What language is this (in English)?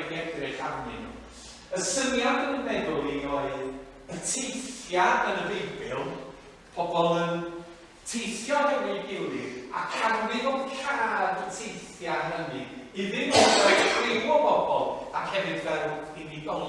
Welsh